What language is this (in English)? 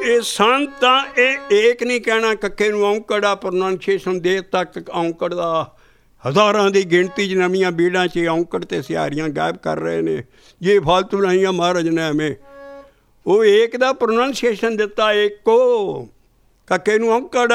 Punjabi